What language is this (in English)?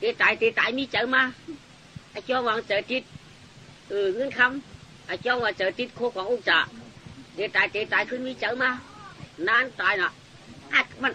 Shan